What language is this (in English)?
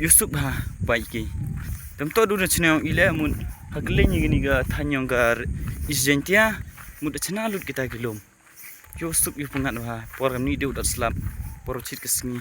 Khasi